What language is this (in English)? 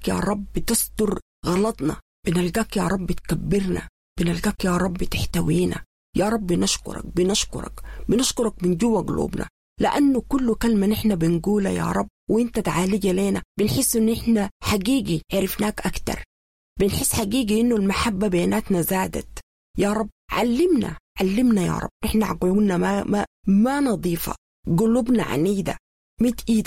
Sudanese Arabic